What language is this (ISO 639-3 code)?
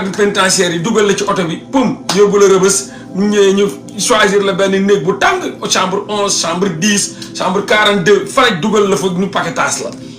wol